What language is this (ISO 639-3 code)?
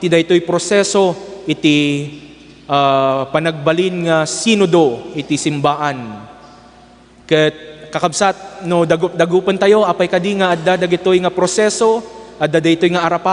ilo